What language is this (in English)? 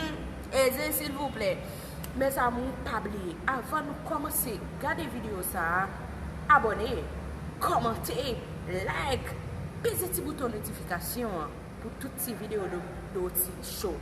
Haitian Creole